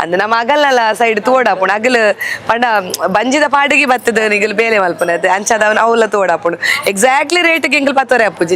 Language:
Tulu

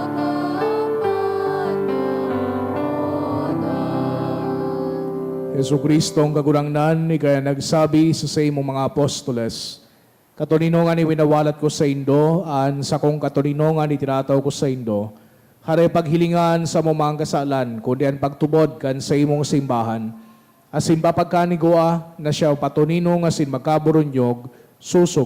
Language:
Bikol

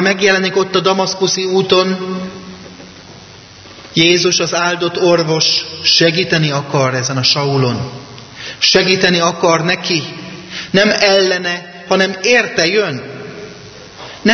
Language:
Hungarian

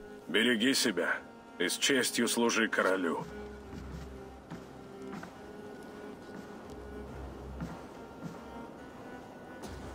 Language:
Russian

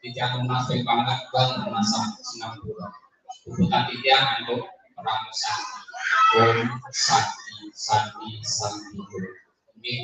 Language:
Balinese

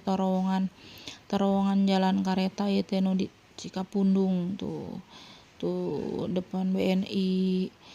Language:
Sundanese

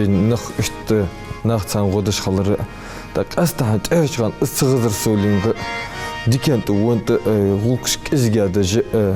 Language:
Ingush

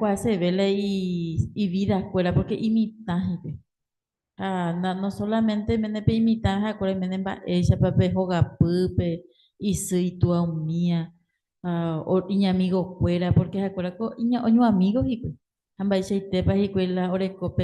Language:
Guarani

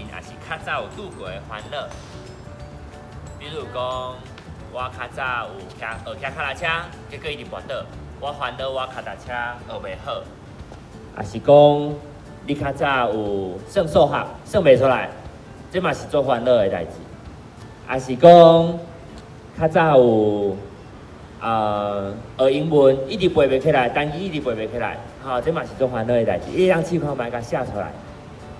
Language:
Min Nan Chinese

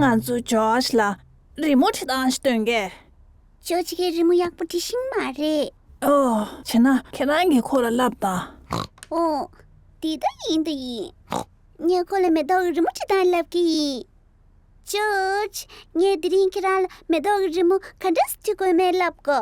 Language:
Tibetan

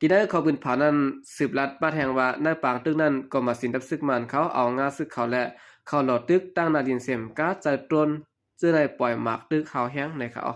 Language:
Shan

